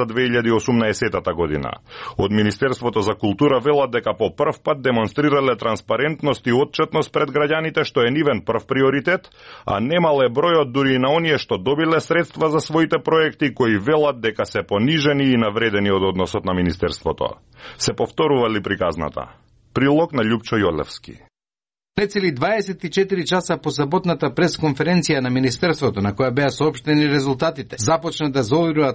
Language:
Macedonian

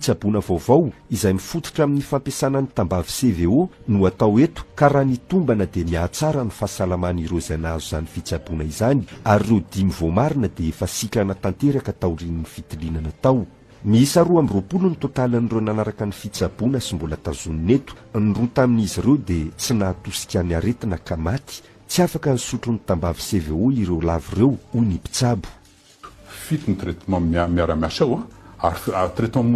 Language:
Malagasy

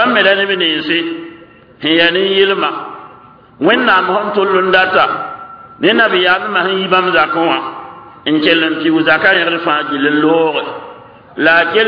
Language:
Mossi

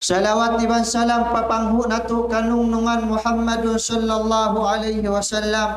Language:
Tausug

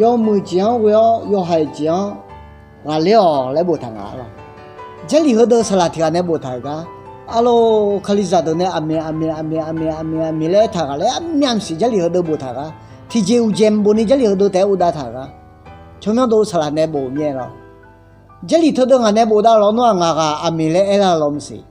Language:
Akha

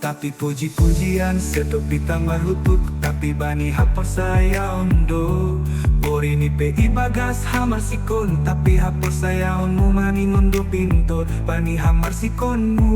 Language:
Batak Simalungun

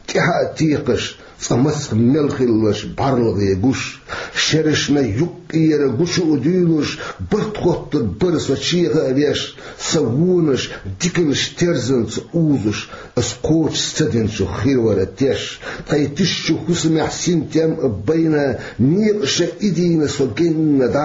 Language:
Chechen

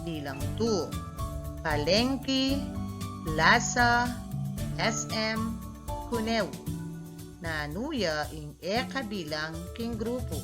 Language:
Pampanga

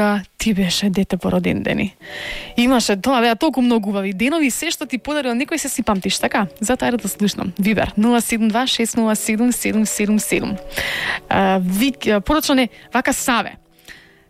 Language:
Macedonian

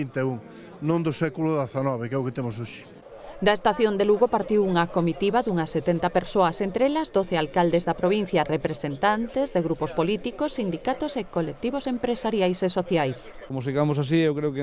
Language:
Galician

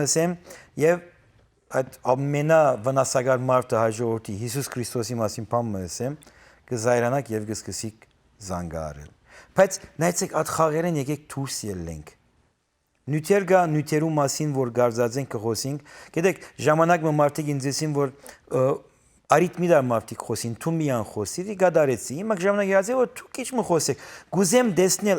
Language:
Western Armenian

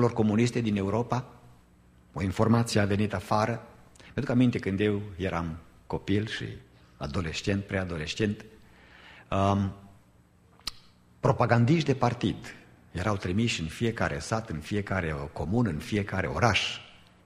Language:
Romanian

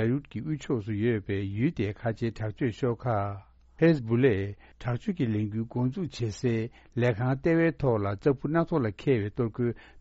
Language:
Tibetan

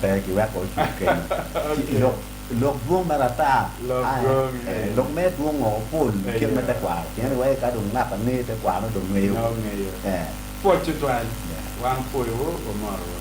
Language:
Acoli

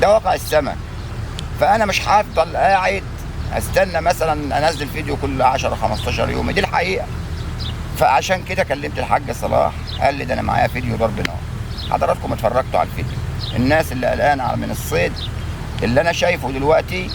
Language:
Egyptian Arabic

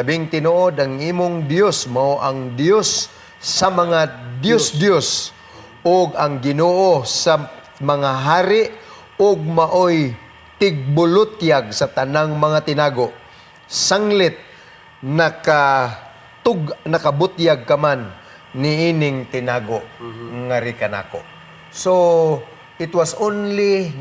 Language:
Cebuano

